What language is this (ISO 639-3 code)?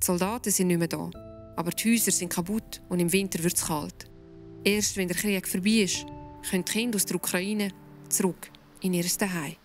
gsw